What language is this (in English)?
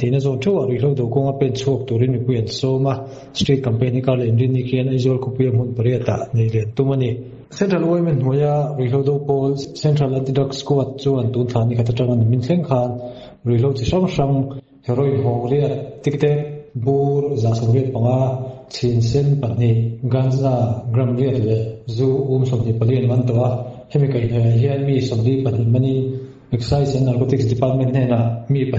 Mizo